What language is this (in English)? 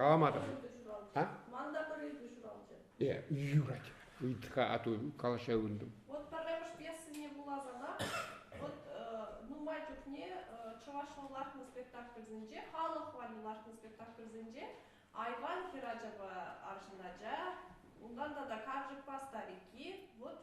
Chuvash